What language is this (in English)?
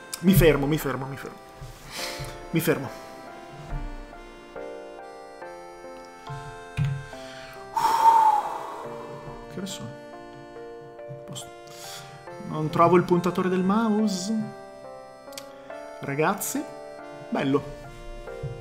Italian